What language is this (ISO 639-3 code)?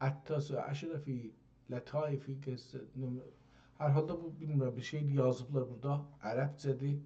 azb